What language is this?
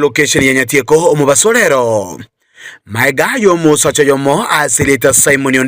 Gusii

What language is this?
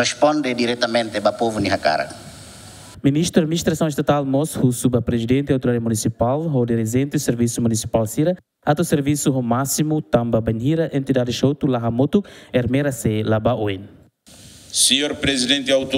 Tetum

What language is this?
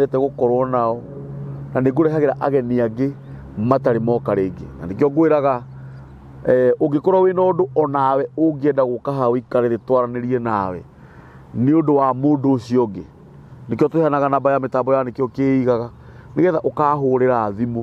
Kikuyu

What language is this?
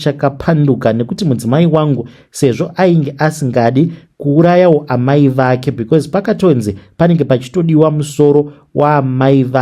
Shona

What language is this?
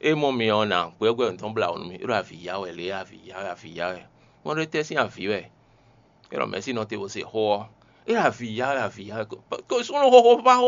Fon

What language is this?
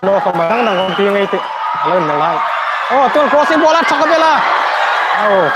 Hmar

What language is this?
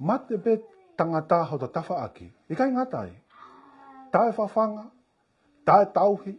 Tongan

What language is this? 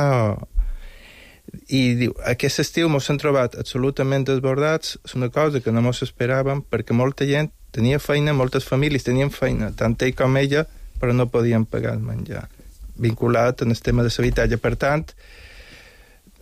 Catalan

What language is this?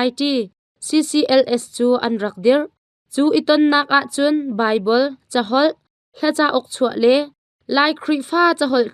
Hakha Chin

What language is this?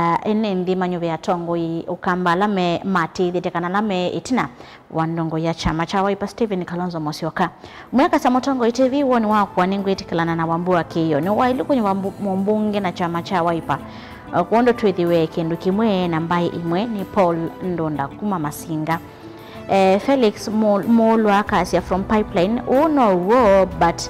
Kamba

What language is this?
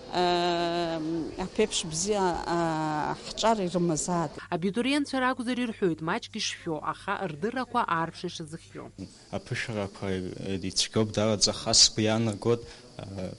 Abkhazian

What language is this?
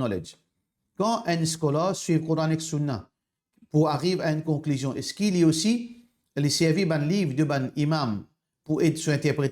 Morisyen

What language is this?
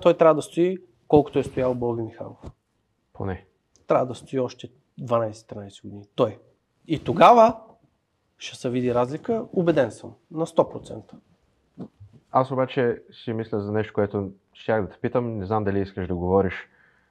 Bulgarian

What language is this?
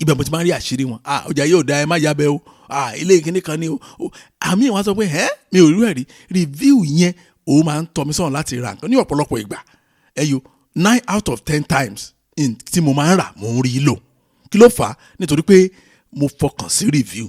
Yoruba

